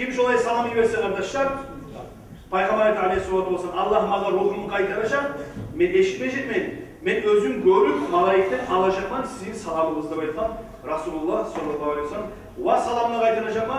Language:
Kumyk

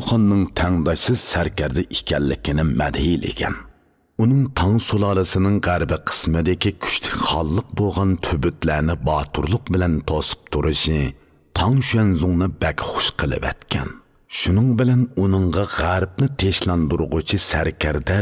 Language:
Uyghur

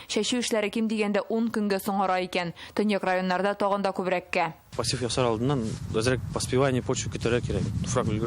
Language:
Tatar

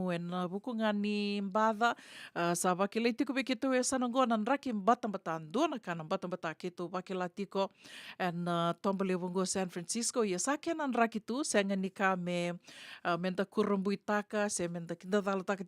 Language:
Fijian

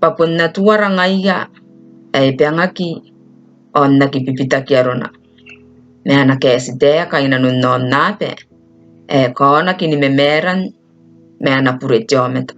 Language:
Gilbertese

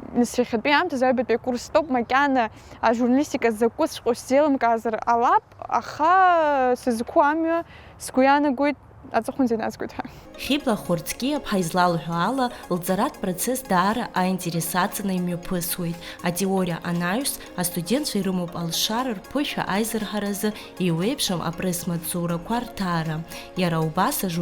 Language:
Abkhazian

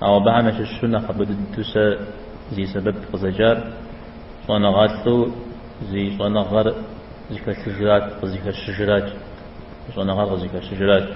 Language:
Kabardian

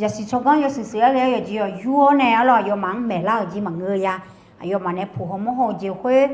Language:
Akha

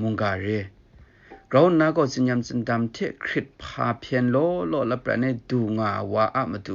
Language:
Kachin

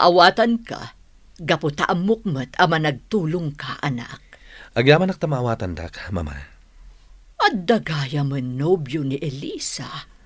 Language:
Iloko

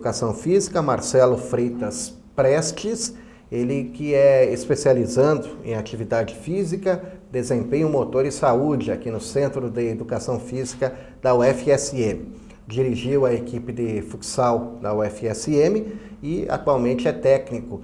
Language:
Portuguese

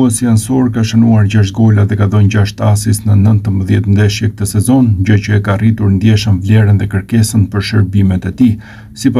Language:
Albanian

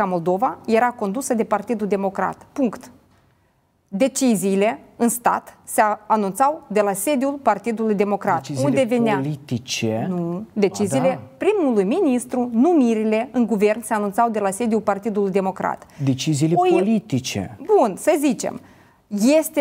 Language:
Romanian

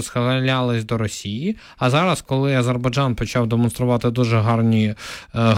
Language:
Ukrainian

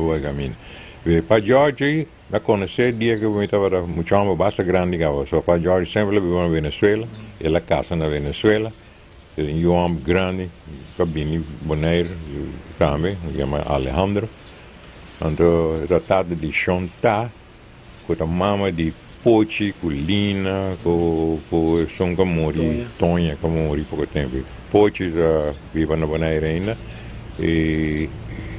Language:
Papiamento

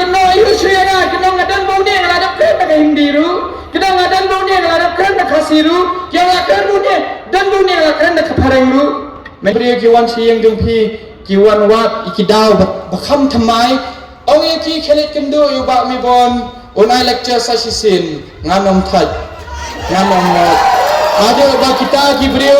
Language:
Khasi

